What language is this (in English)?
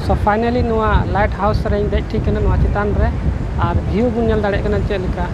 Santali